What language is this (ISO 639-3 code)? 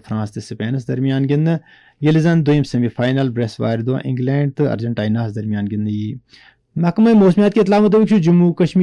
kas